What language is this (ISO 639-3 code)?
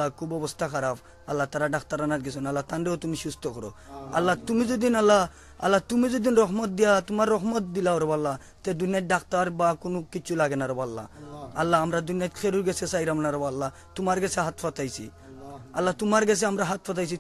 syl